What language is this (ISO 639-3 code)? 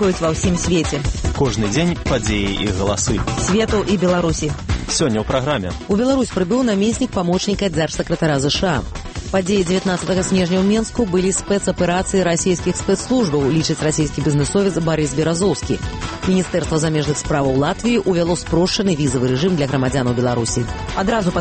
bel